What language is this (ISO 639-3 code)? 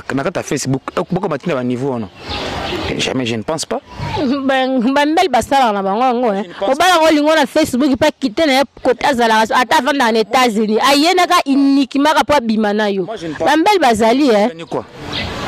lin